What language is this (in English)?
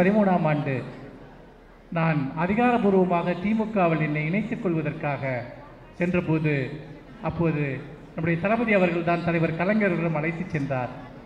Tamil